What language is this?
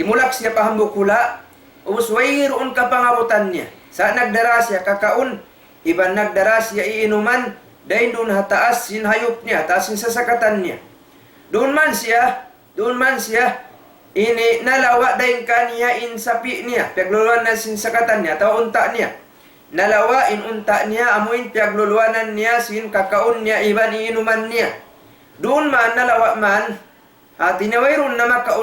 Tausug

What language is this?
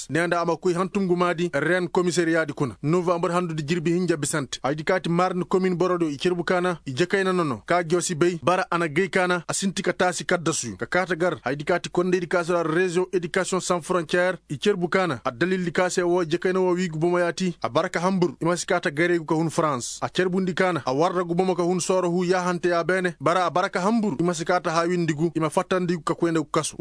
Koyraboro Senni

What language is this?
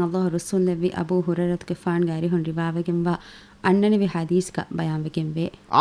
Divehi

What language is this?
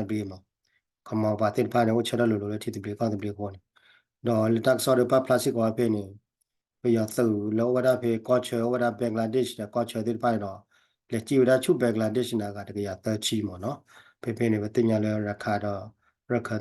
S'gaw Karen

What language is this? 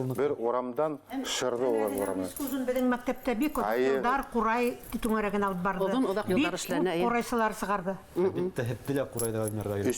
Bashkir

